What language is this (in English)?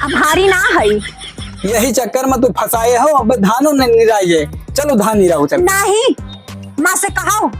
Awadhi